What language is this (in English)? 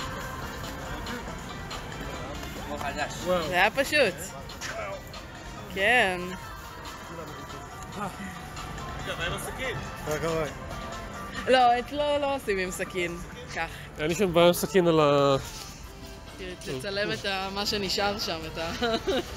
Hebrew